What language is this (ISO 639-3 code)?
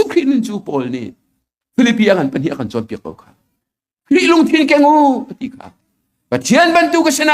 cnh